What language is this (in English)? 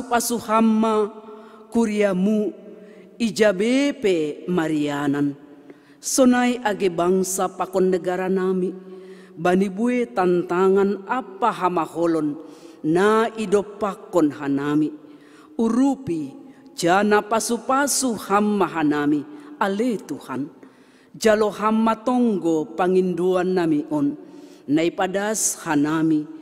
Batak Simalungun